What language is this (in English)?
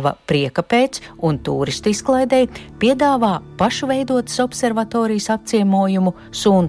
Latvian